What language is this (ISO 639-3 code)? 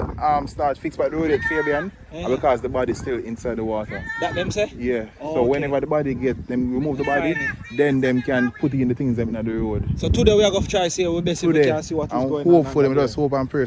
jam